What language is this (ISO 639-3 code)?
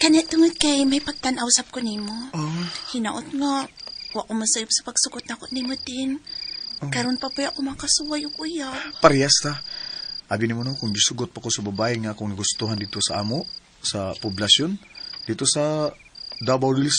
ceb